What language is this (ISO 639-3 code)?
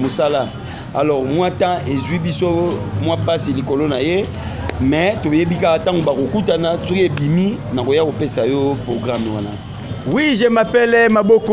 lin